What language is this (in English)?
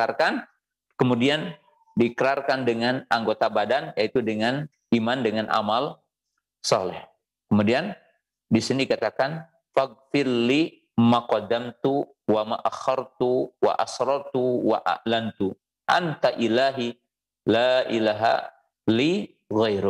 Indonesian